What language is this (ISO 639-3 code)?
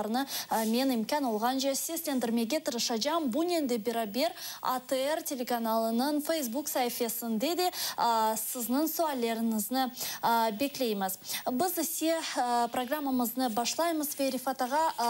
crh